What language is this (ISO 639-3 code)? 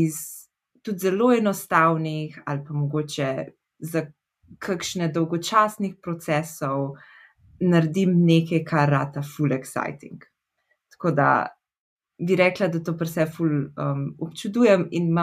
slv